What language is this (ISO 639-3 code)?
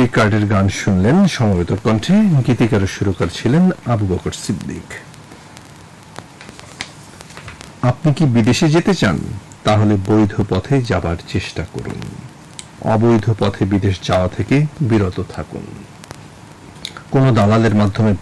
ben